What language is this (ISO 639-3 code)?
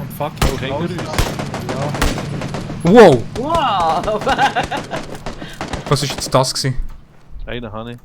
gsw